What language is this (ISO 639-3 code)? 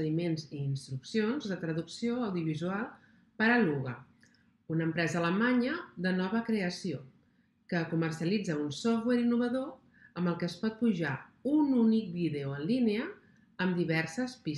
cat